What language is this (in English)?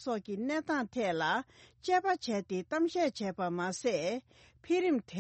Tibetan